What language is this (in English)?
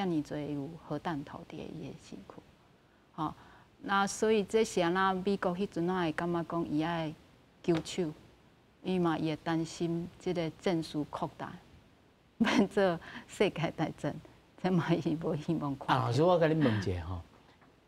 Min Nan Chinese